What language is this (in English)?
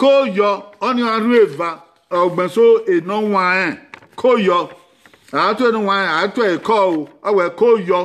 Bini